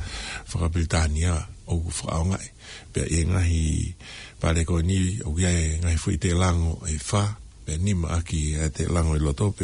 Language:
Tongan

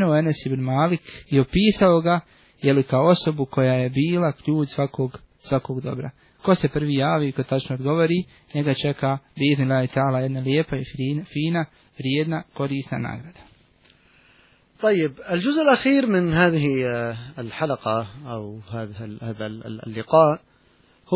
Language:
Bosnian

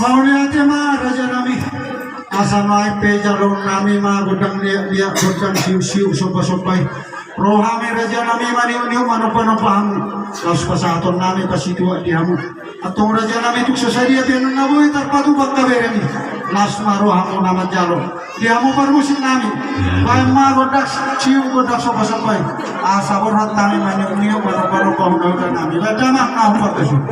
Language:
Batak Toba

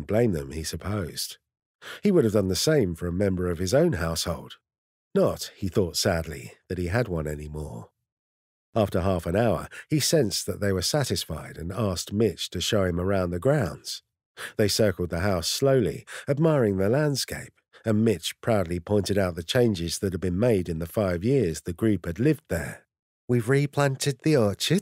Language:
English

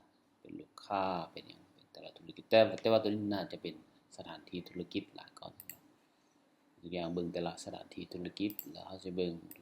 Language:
Lao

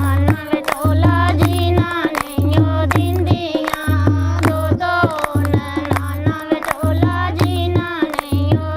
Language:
Dogri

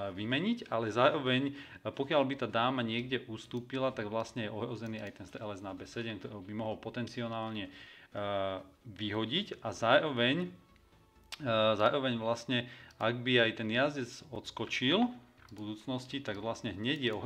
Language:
Slovak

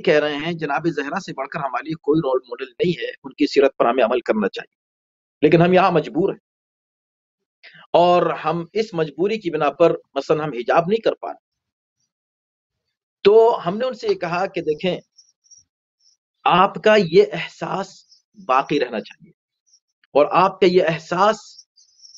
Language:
Urdu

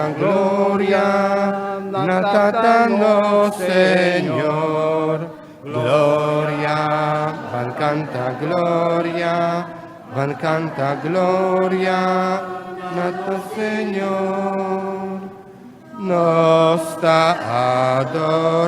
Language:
Papiamento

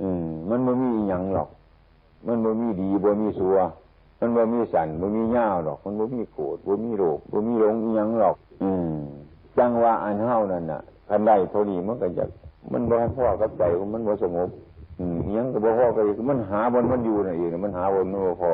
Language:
Northeastern Thai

